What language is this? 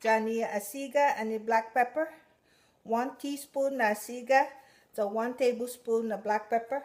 Chamorro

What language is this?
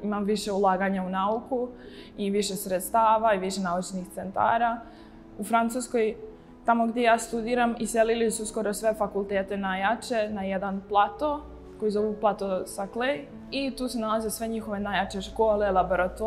Serbian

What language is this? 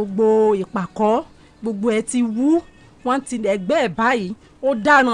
Yoruba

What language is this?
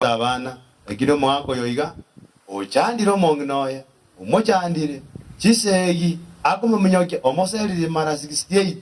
Gusii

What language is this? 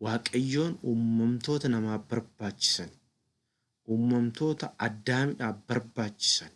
Oromo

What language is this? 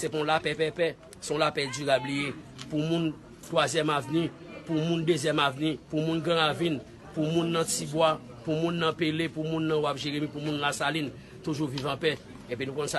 Haitian Creole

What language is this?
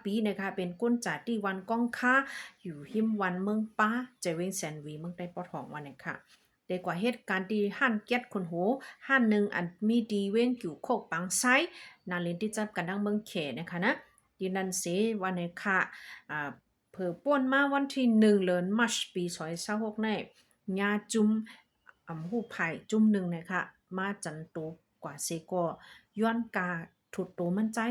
Shan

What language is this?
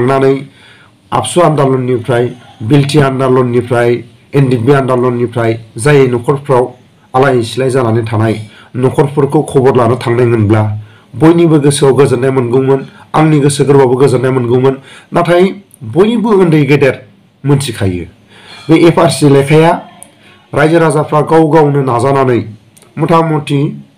Bodo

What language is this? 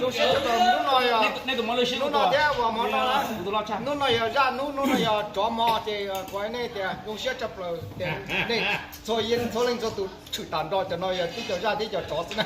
Hmong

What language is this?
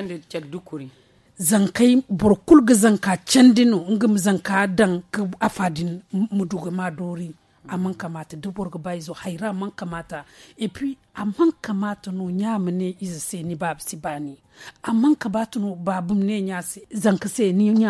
Zarma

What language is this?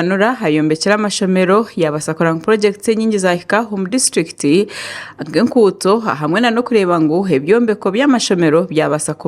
Nyankole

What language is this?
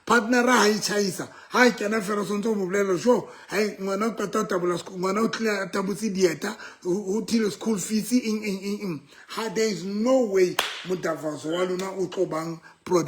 Southern Sotho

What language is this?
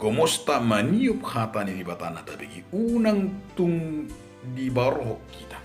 Batak Toba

